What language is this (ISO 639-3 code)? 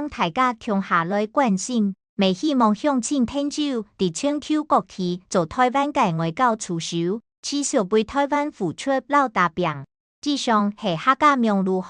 hak